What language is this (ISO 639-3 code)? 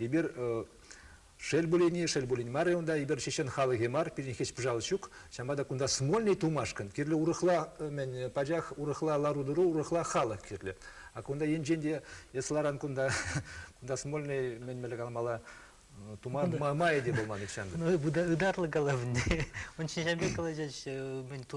chv